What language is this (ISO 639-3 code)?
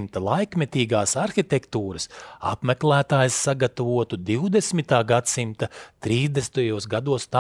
lav